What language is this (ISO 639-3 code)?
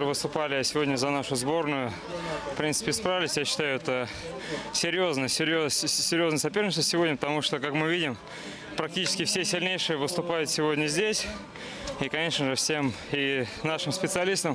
rus